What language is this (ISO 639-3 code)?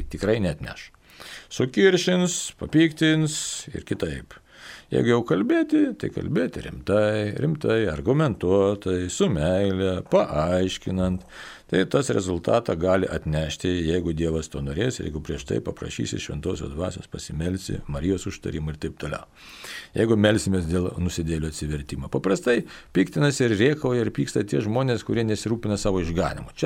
lit